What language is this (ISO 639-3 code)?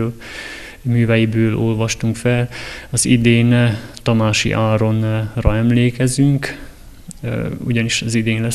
hun